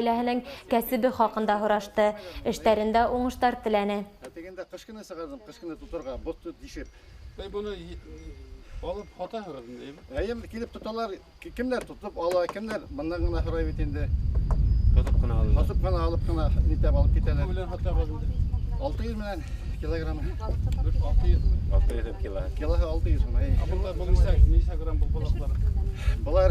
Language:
Bashkir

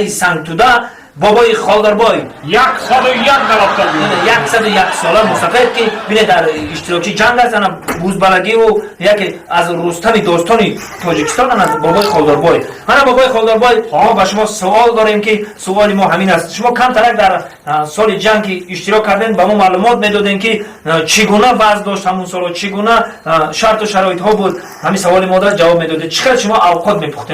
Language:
Tajik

